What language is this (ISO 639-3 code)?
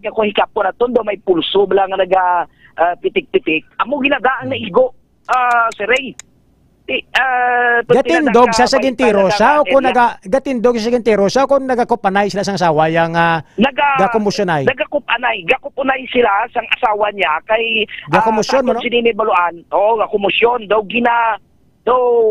hil